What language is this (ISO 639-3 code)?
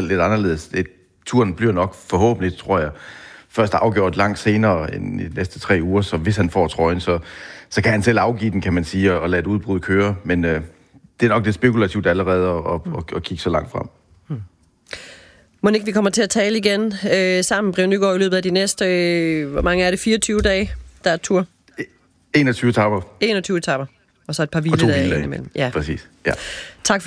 dan